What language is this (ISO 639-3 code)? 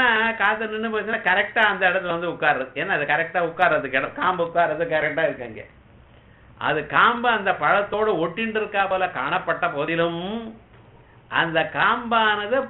tam